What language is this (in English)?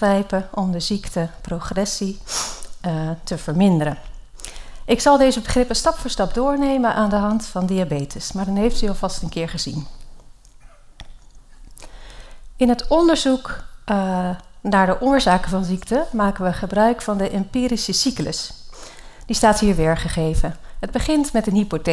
Dutch